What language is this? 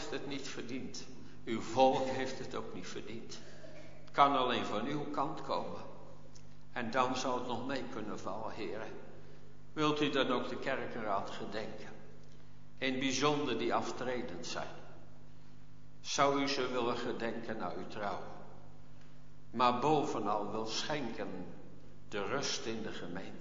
Dutch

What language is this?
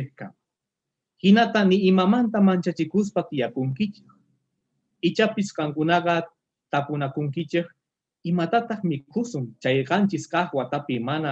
Quechua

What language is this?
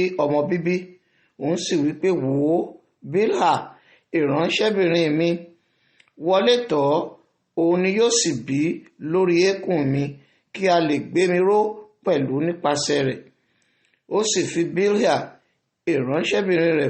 Yoruba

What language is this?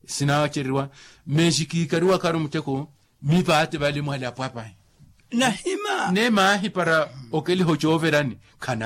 Makhuwa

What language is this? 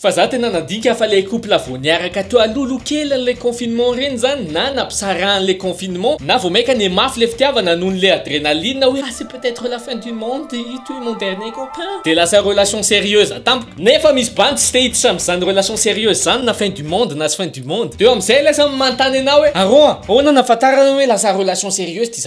Malagasy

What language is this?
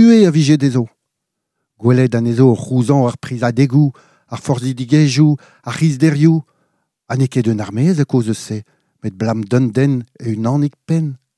Breton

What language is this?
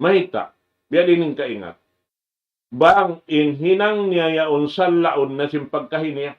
Tausug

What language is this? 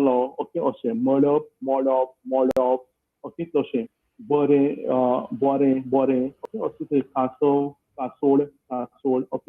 Konkani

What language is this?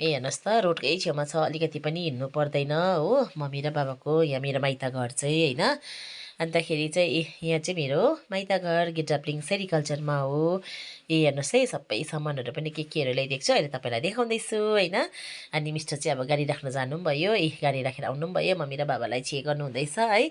Nepali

